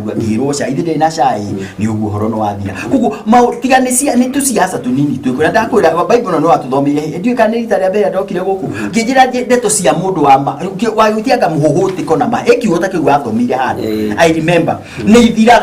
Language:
Kikuyu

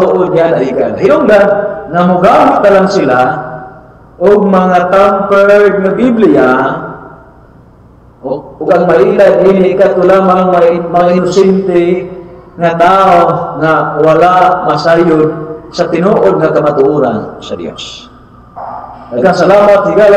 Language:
Cebuano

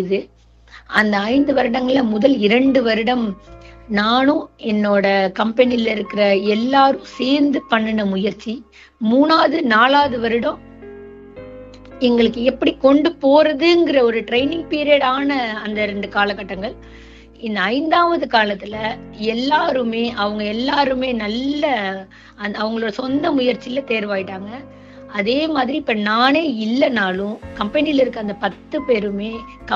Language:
Tamil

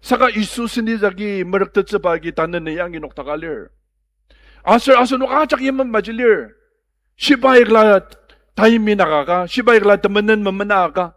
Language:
Ao Naga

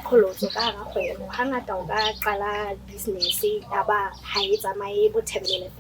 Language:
Southern Sotho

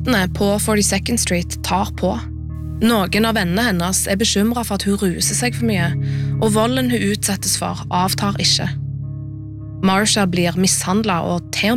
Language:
Norwegian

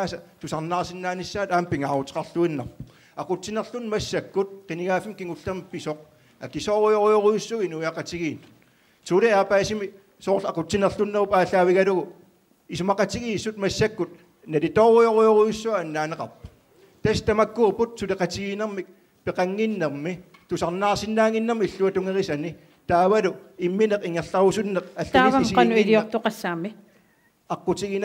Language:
Kalaallisut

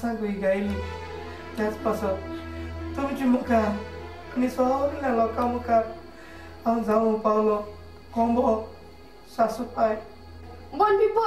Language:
Konkani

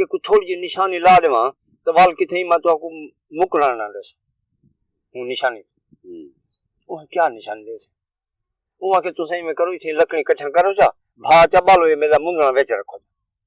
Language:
Saraiki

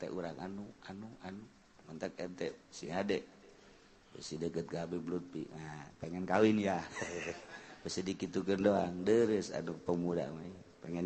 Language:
Sundanese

